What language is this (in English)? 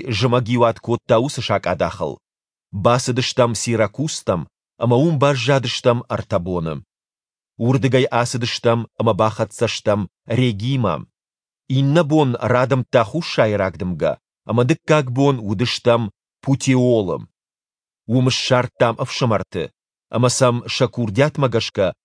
Ossetic